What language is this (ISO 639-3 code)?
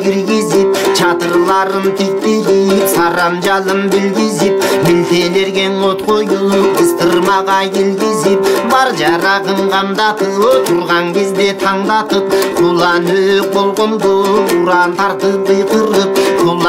kir